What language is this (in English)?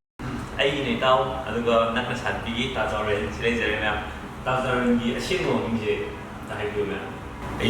Manipuri